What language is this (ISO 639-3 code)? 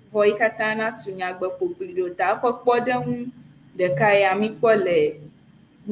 ewe